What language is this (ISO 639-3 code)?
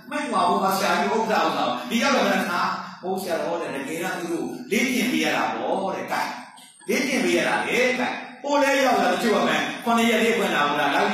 mya